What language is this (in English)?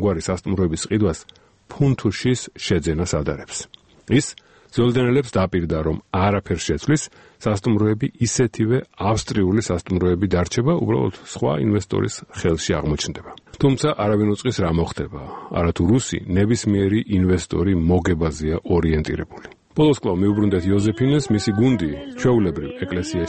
Georgian